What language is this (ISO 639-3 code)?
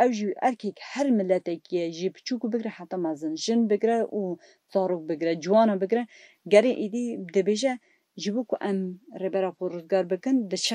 kur